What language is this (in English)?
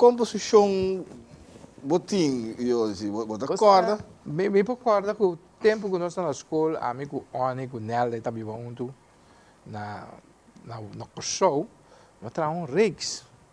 Papiamento